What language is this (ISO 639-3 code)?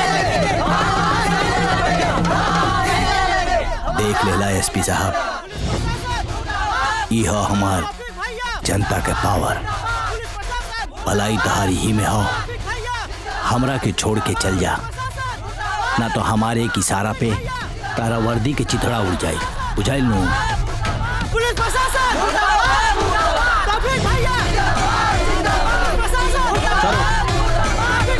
bho